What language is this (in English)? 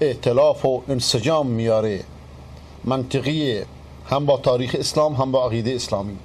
Persian